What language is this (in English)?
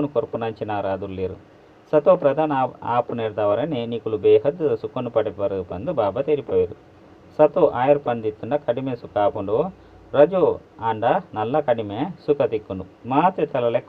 Tulu